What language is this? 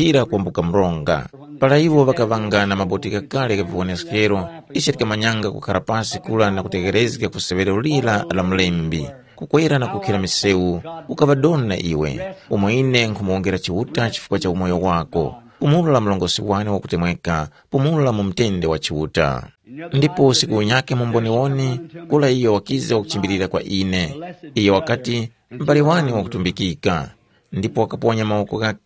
Tumbuka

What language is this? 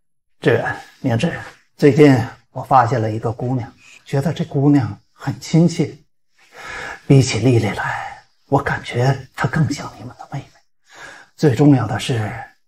Chinese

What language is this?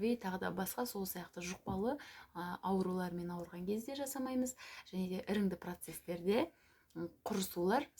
Kazakh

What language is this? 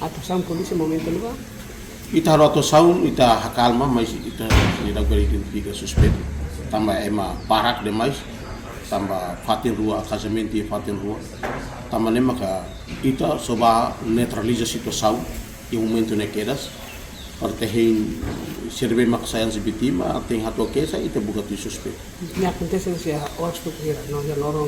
Tetum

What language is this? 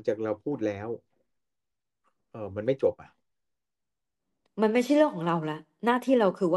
Thai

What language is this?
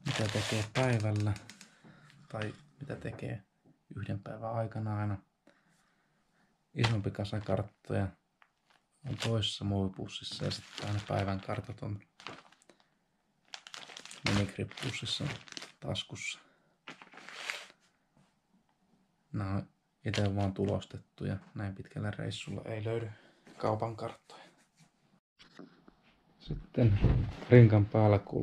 Finnish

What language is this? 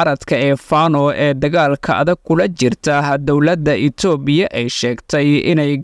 Somali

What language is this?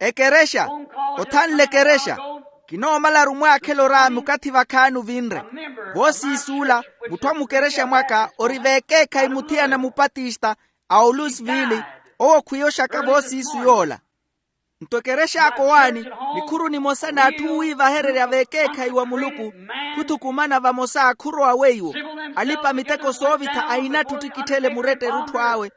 Makhuwa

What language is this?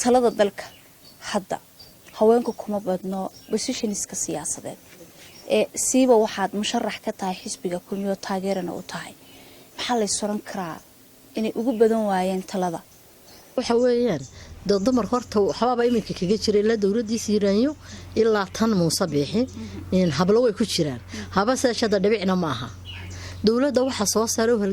Somali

